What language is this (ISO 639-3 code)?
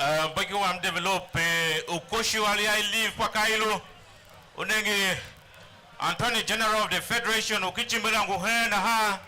tiv